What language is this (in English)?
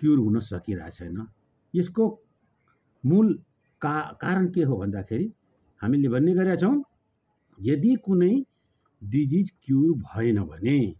Nepali